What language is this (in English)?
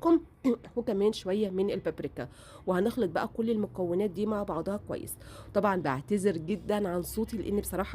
Egyptian Arabic